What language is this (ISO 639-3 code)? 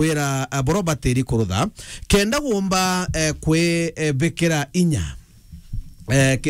mer